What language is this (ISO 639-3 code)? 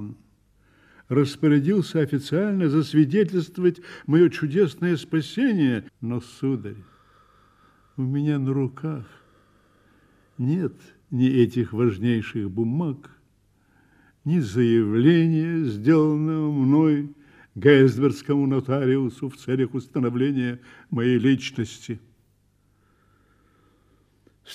rus